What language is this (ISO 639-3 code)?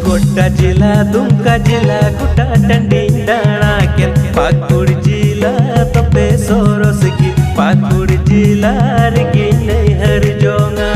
sat